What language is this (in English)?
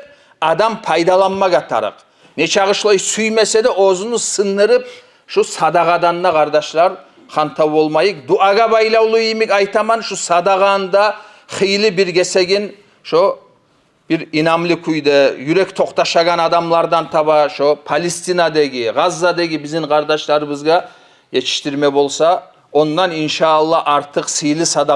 Kumyk